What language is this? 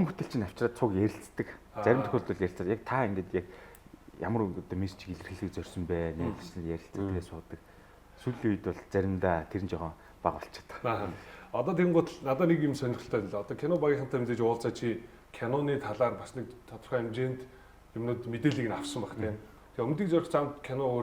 Mongolian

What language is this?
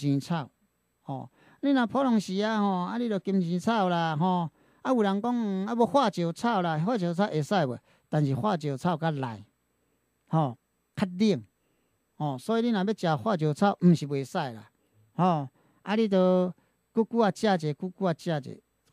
Min Nan Chinese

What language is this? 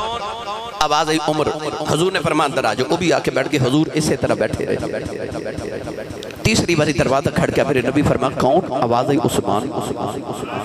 Urdu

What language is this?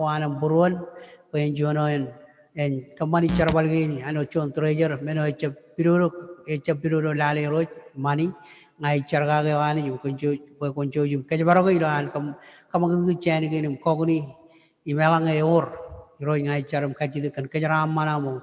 Marshallese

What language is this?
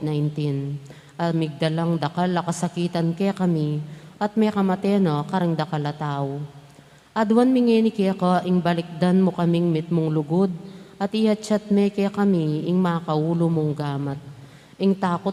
Pampanga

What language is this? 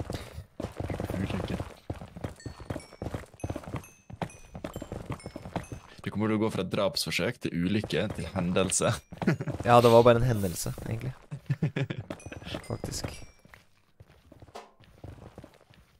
Norwegian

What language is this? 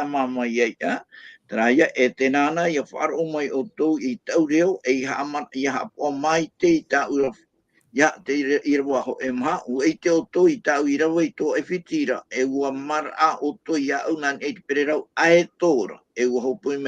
Tahitian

